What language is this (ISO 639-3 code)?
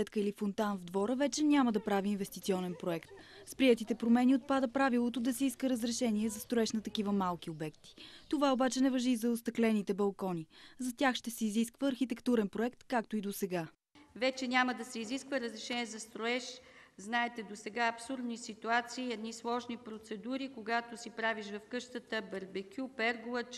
bul